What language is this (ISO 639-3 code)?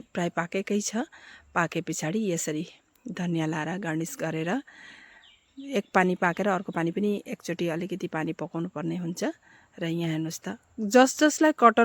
nep